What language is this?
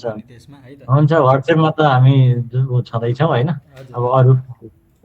Nepali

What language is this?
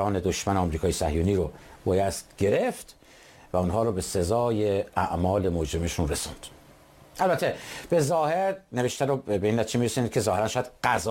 Persian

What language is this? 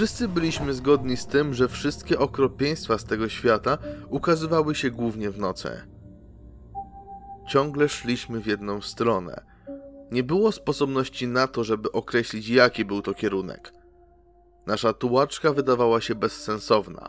Polish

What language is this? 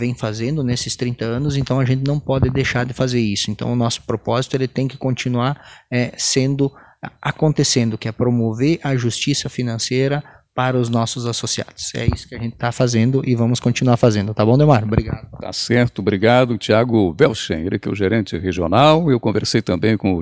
Portuguese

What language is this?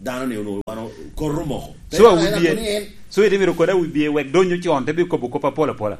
Lango (Uganda)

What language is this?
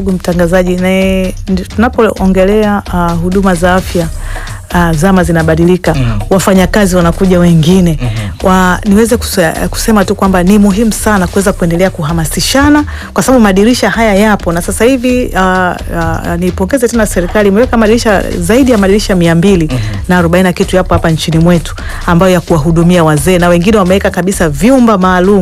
Swahili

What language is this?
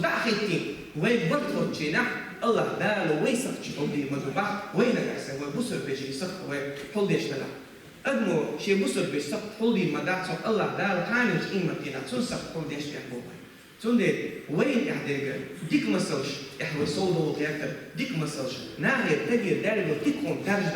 Chechen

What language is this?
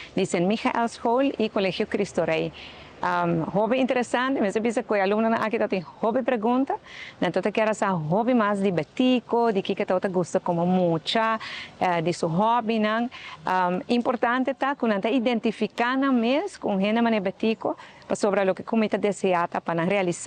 Papiamento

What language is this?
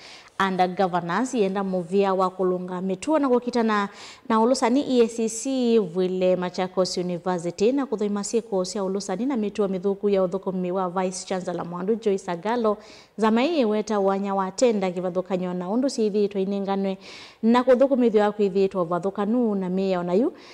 Kamba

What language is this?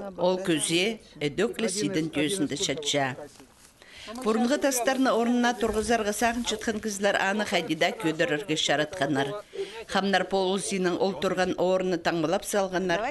Khakas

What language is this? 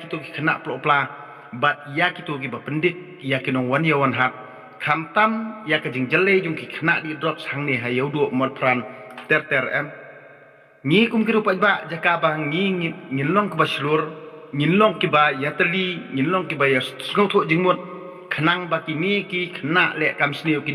Khasi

